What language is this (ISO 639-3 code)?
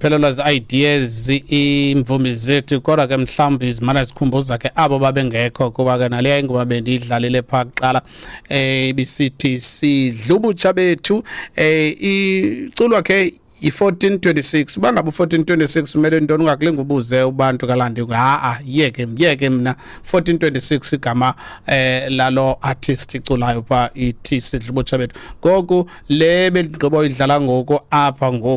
xho